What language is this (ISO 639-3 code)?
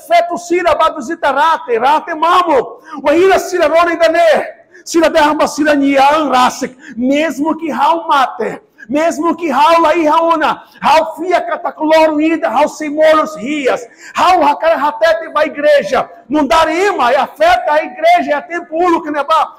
tet